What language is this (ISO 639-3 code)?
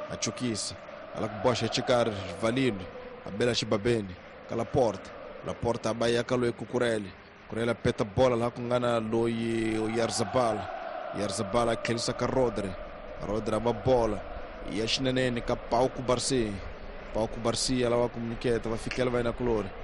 tso